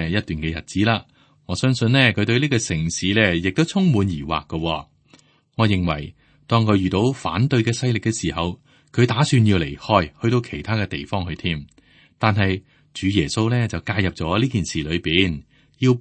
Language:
Cantonese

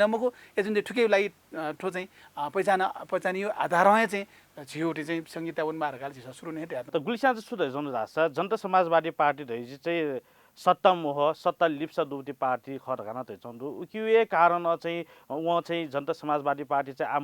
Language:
Newari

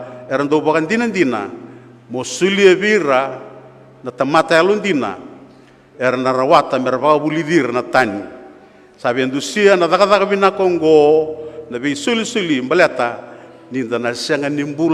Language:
Fijian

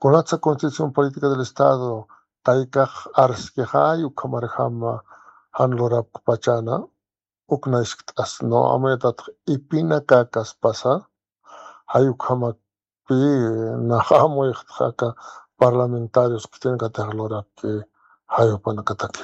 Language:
Aymara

